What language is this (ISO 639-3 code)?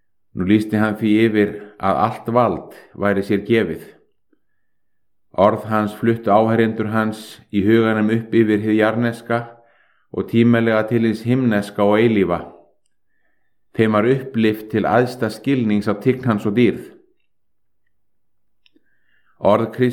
isl